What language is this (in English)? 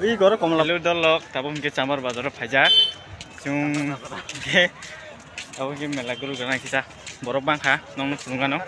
Kok Borok